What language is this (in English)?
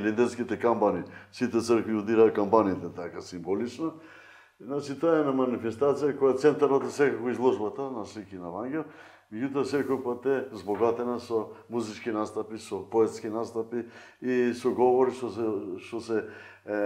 Macedonian